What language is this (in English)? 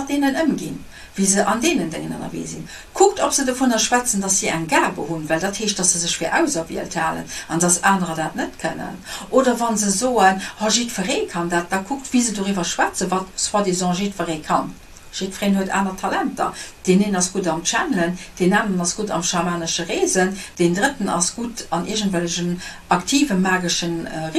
Luxembourgish